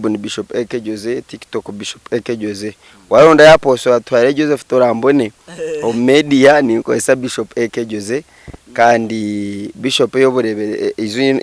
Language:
Nyankole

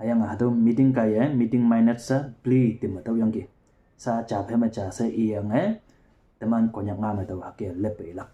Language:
Konyak Naga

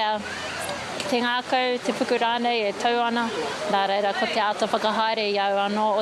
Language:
Māori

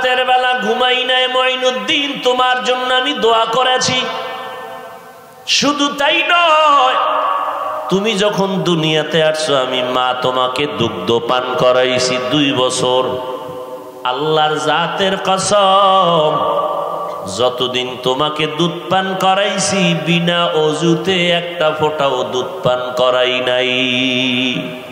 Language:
Bangla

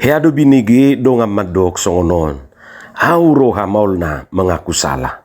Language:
Batak Toba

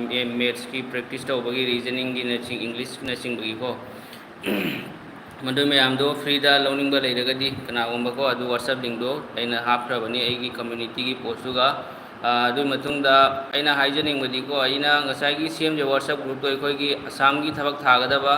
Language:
Manipuri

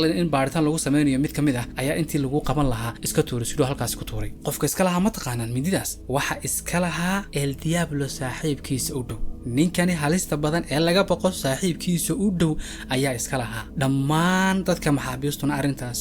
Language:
Somali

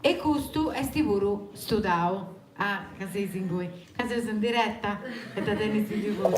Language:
Sardinian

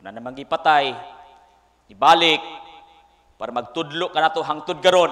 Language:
Cebuano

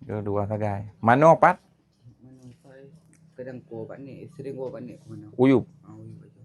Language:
Achinese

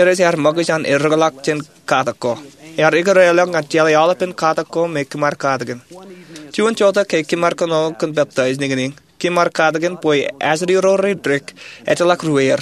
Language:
Marshallese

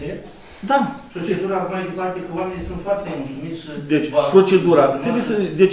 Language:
Romanian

